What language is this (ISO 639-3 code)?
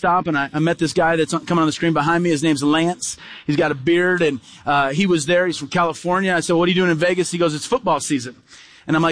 eng